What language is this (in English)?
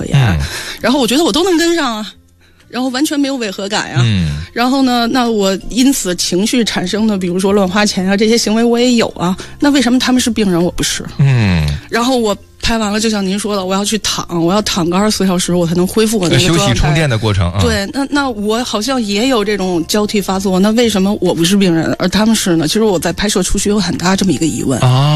Chinese